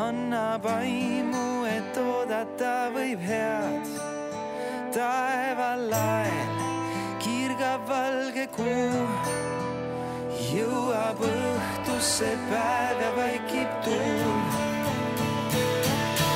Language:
Estonian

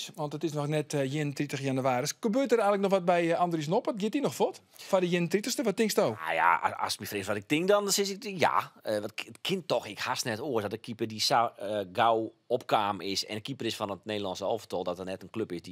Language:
Western Frisian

